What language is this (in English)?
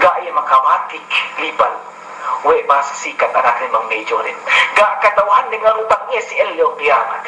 Yakan